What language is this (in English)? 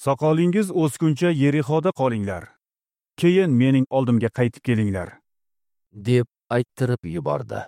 Uzbek